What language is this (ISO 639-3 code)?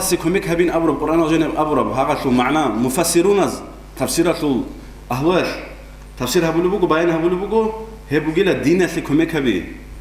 ava